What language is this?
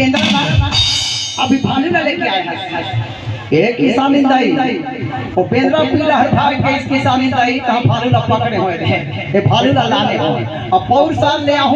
Chhattisgarhi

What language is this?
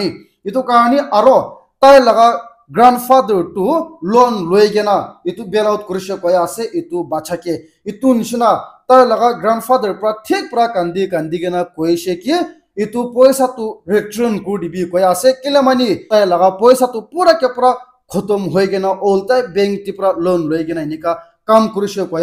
Naga Pidgin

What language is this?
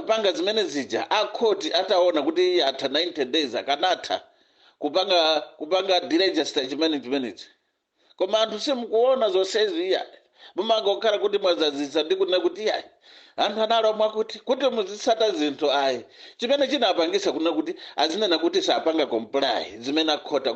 Nyanja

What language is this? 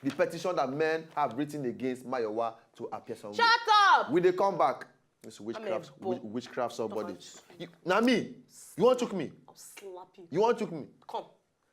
Nigerian Pidgin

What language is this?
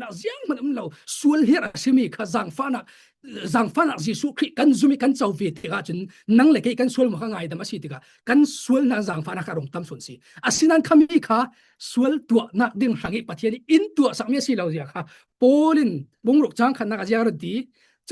Falam Chin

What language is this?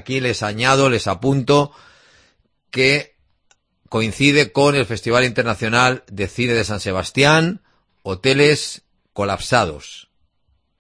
Spanish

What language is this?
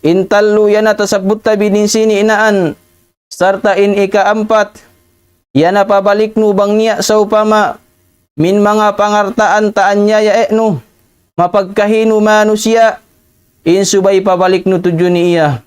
Tausug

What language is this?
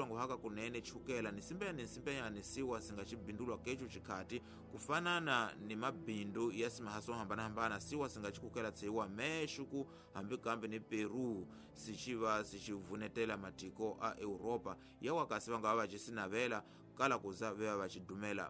Tsonga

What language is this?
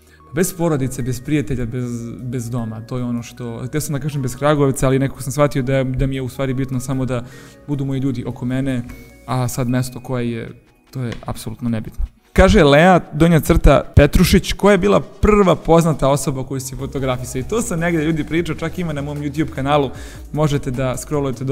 Serbian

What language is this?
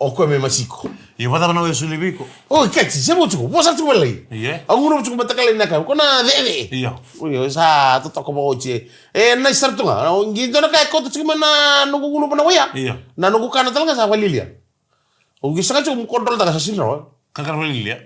Fijian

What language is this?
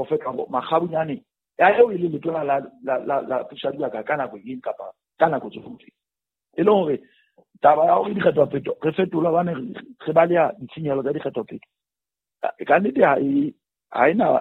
Southern Sotho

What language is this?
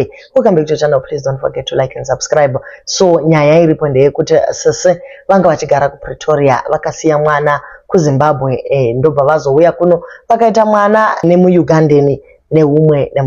Shona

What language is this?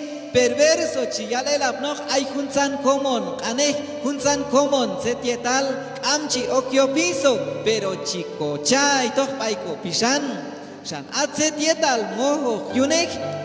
Q'anjob'al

